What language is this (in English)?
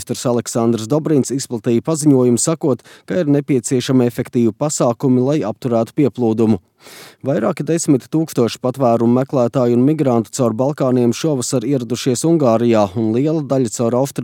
Latvian